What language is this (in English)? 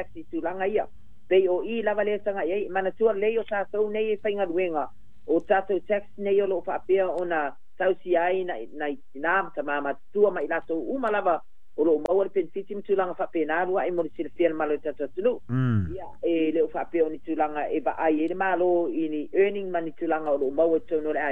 Samoan